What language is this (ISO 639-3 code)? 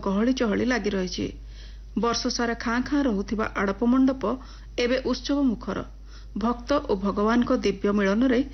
ori